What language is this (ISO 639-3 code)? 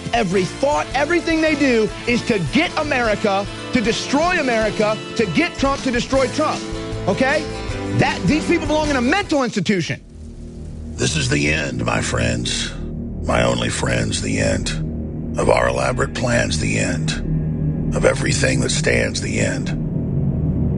eng